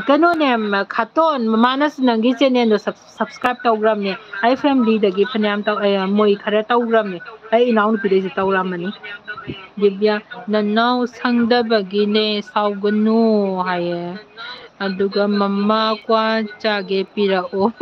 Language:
Manipuri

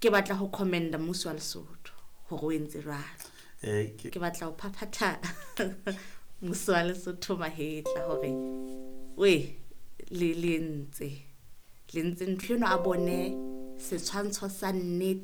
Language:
Southern Sotho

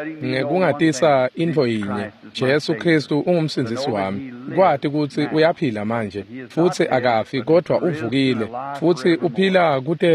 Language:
Swati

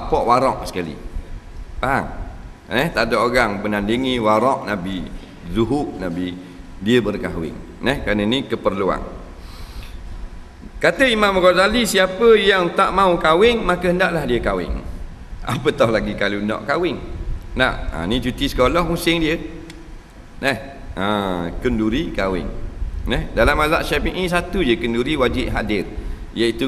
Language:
Malay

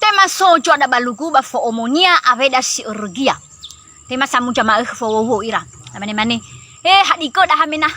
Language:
Nias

